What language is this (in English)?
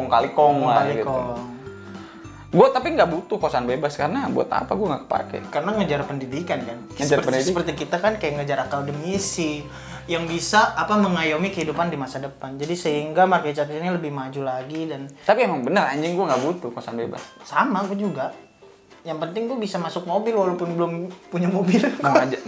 Indonesian